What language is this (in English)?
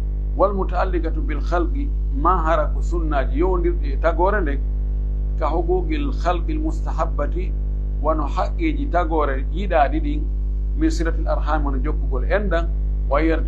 Pular